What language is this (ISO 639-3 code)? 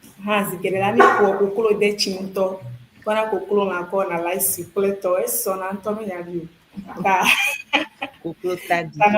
ewe